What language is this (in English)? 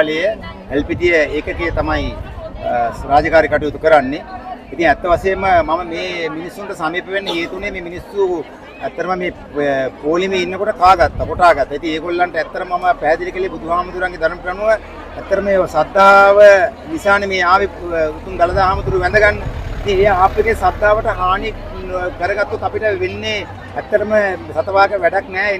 Sinhala